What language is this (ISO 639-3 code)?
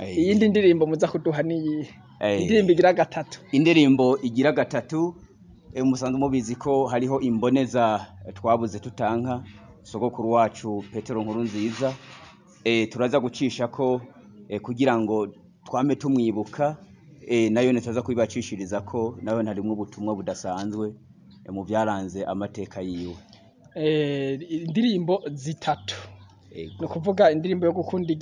run